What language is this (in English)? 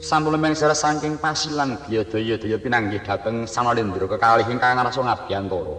Javanese